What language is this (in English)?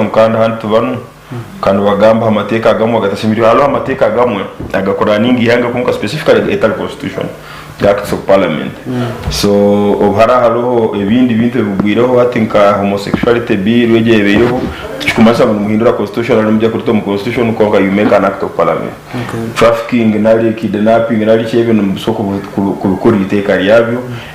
Nyankole